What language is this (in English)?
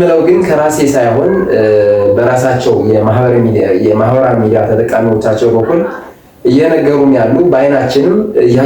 Amharic